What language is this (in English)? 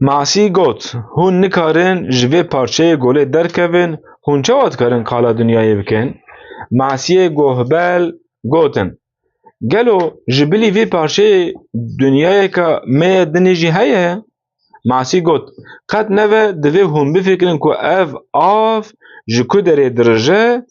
Kurdish